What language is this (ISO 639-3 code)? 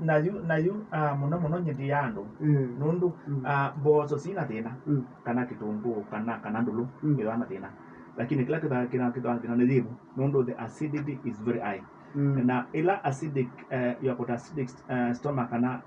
kam